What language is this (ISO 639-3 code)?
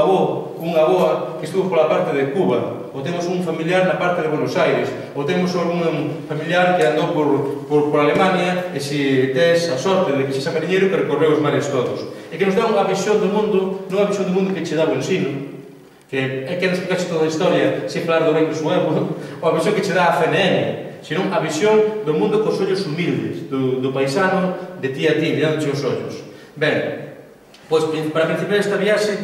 glg